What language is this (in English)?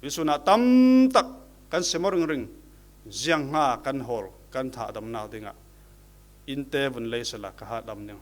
Falam Chin